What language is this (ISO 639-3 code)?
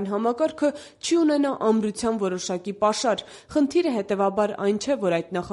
hye